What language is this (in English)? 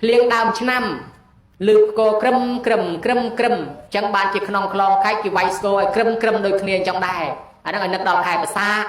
Khmer